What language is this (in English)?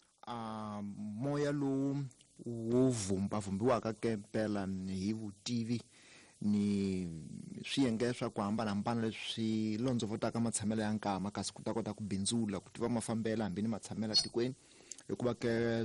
Tsonga